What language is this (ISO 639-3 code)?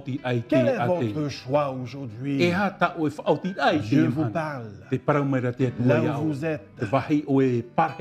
tah